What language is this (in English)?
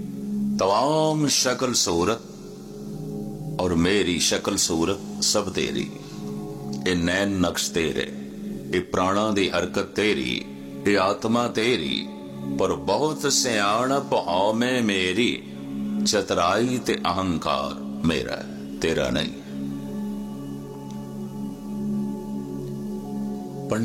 Punjabi